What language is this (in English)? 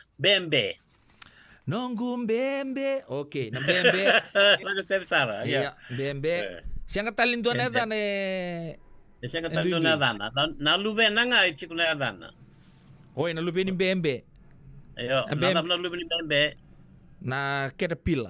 Fijian